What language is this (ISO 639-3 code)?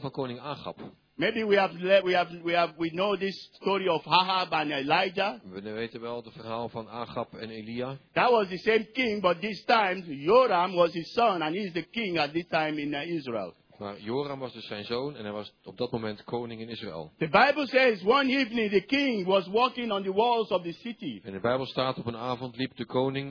nld